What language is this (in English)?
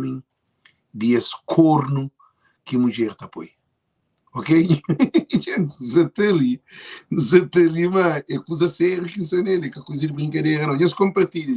Kabuverdianu